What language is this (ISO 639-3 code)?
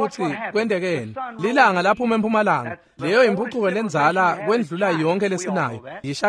ssw